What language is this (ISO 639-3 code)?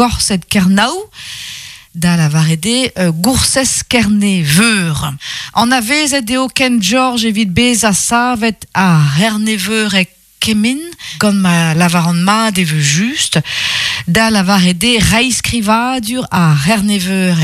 bre